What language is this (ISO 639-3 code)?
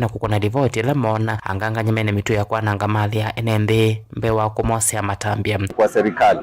kam